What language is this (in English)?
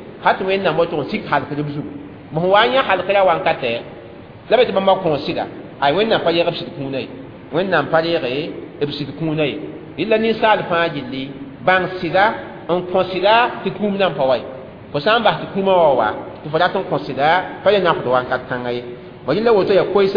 Mossi